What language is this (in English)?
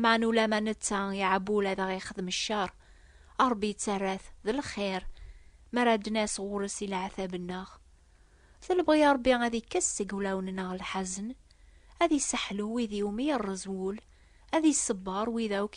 Kabyle